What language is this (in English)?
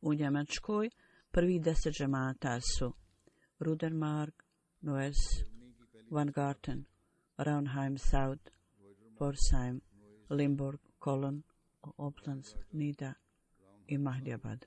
Bosnian